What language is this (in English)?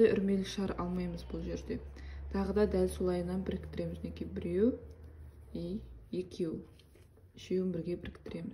Kazakh